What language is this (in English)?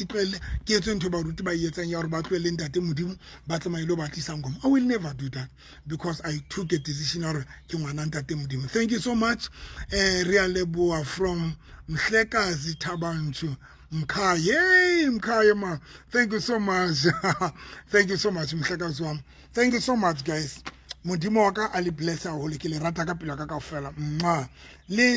Southern Sotho